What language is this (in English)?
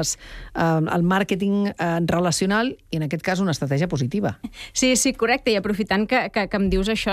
Catalan